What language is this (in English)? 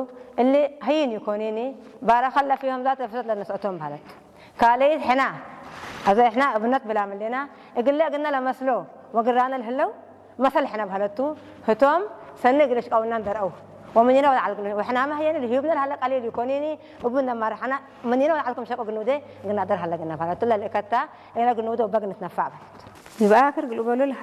Tigrinya